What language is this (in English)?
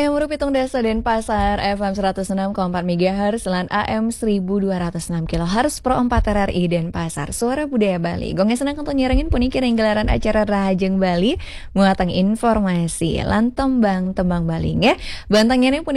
Balinese